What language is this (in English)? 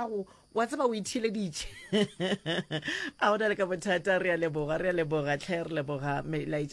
Northern Sotho